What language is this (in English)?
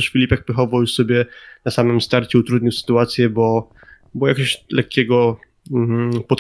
Polish